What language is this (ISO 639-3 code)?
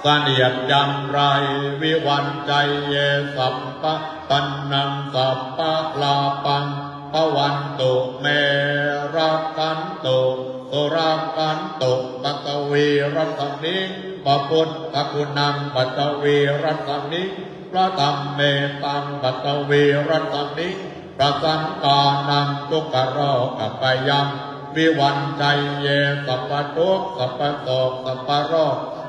pli